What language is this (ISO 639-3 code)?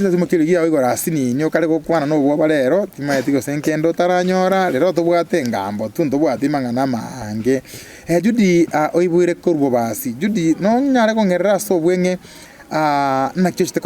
guz